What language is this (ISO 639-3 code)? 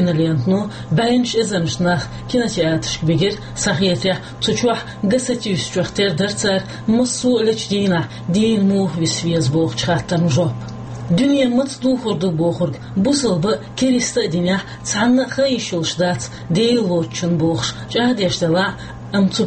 che